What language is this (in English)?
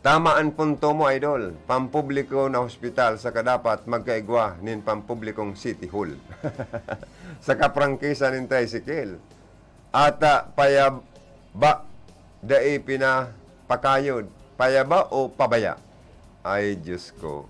Bikol